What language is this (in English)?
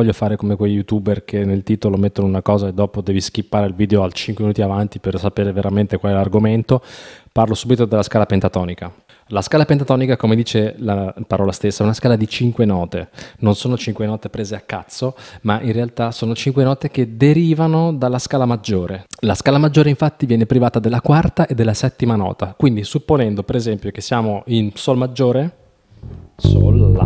Italian